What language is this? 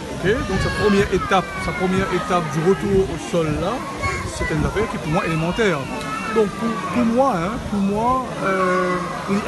Morisyen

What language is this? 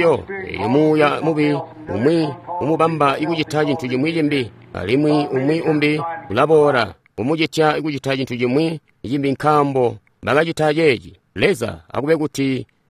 Tonga (Zambia)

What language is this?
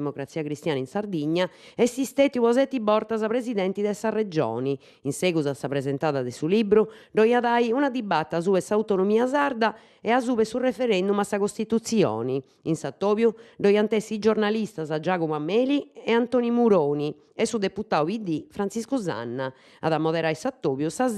Sardinian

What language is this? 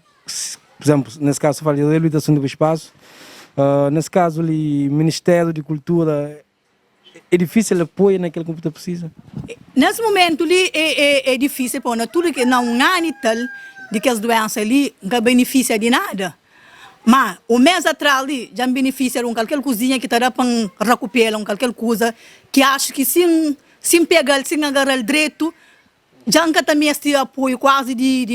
Kabuverdianu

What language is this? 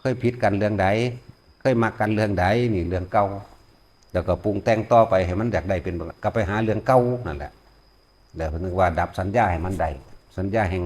Northeastern Thai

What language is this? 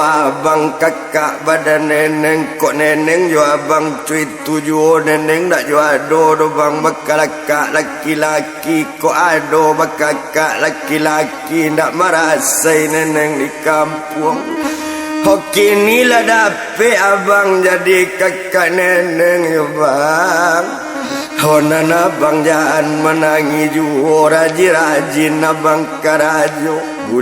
Minangkabau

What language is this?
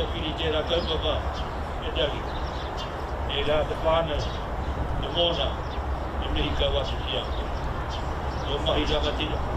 Māori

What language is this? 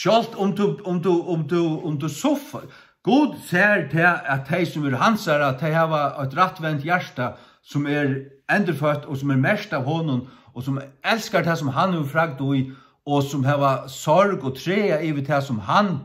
Faroese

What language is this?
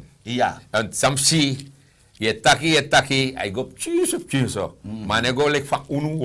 Sranan Tongo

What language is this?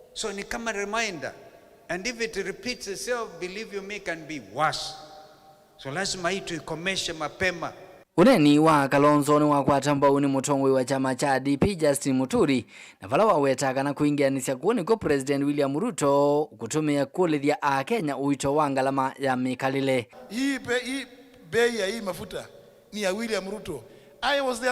Kamba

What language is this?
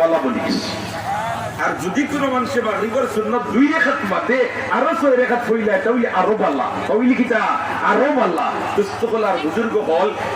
Sylheti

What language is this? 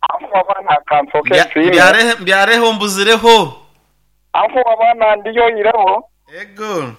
Nyoro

